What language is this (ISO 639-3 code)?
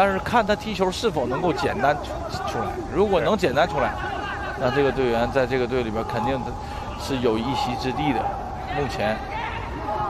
zho